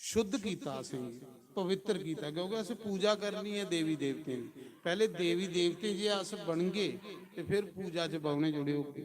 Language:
Dogri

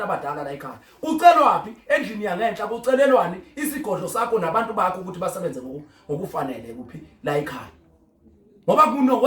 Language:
Zulu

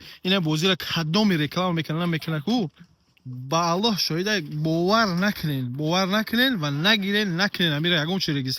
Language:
Tajik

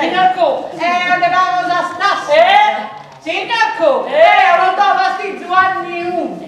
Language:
Sardinian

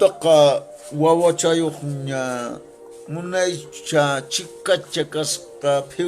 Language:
Quechua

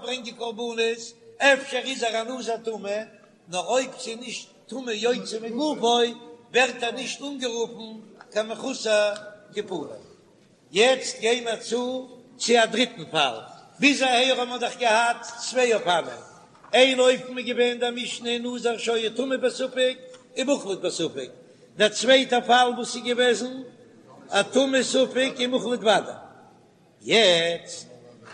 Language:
Yiddish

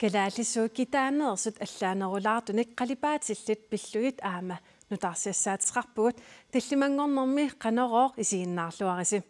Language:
Kalaallisut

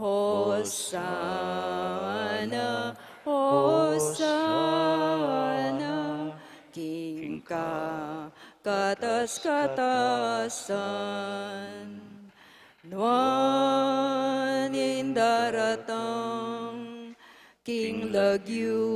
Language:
Pampanga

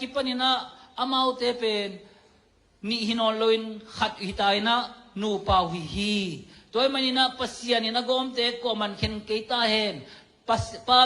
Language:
Tedim Chin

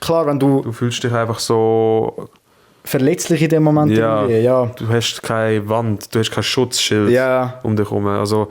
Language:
Swiss German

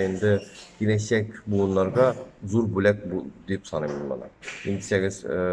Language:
Tatar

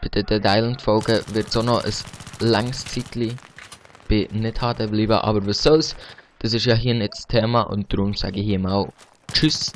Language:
Swiss German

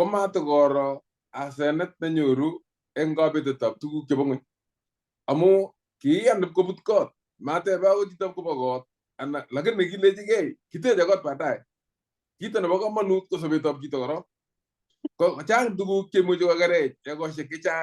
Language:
Kalenjin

